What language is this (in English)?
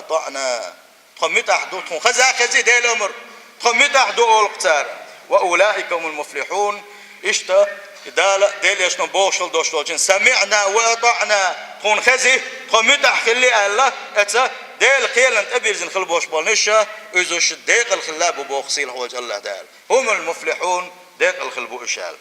Chechen